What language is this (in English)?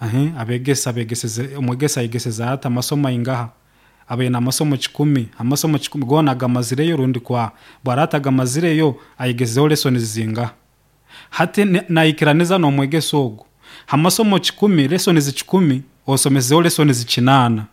Nyoro